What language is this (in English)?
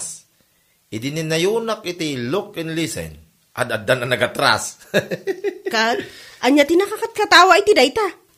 Iloko